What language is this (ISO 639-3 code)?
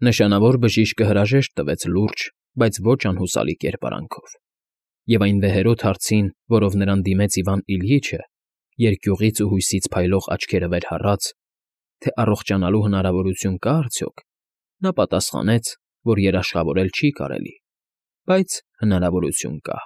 hye